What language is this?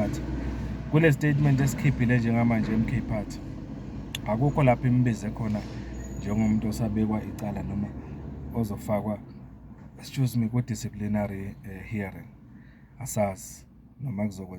Zulu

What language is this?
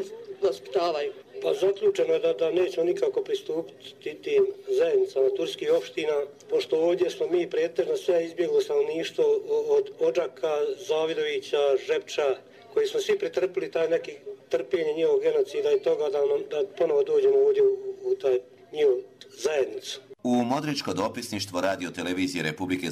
Croatian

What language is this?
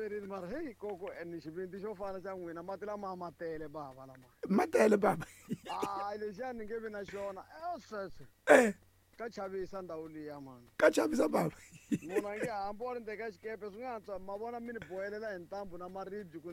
Tsonga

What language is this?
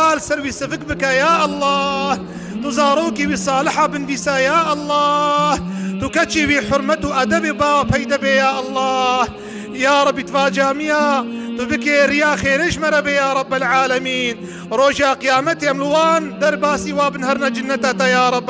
Kurdish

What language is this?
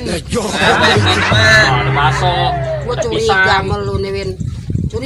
Betawi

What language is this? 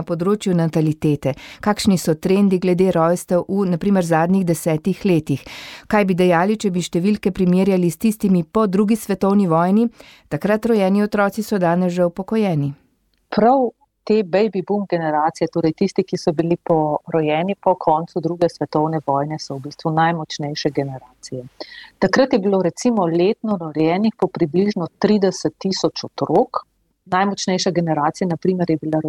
Slovenian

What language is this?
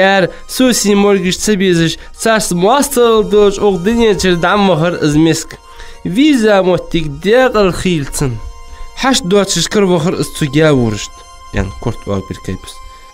Ingush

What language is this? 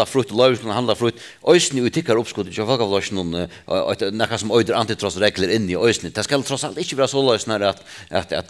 Faroese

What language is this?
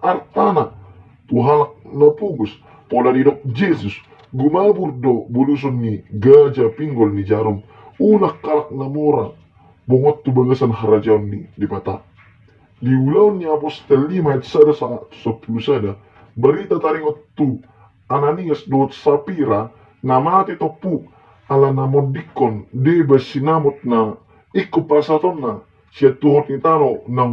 Batak Toba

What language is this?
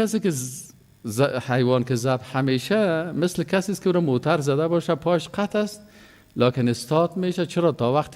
Persian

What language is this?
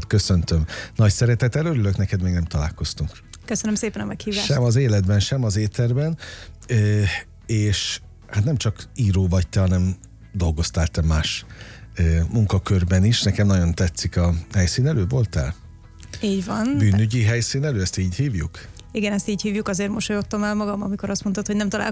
Hungarian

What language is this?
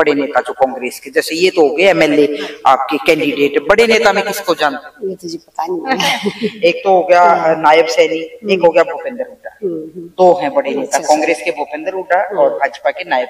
Hindi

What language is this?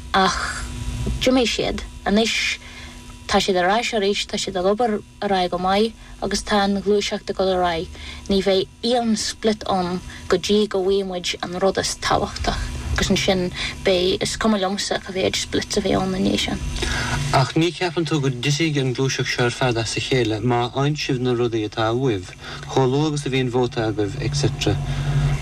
Irish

